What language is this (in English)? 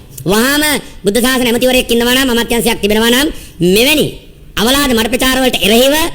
Sinhala